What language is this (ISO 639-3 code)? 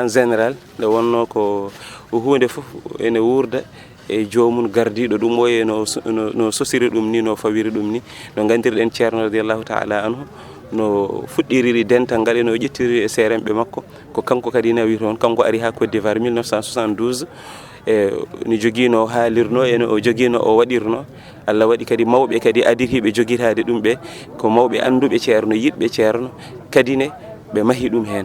ful